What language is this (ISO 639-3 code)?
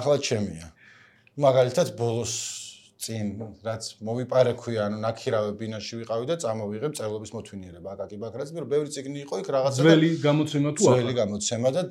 kat